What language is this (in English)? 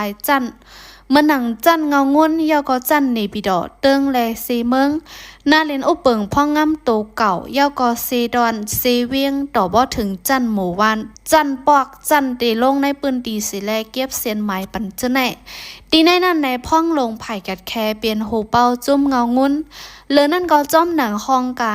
Shan